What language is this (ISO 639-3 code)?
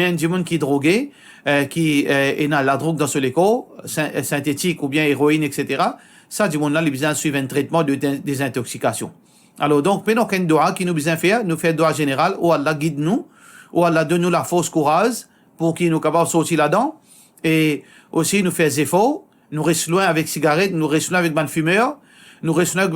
mfe